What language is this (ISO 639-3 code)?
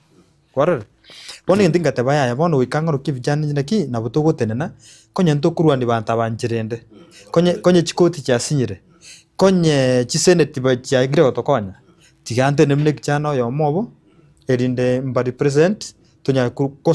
guz